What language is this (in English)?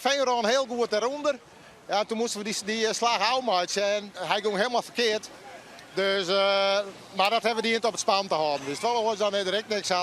Western Frisian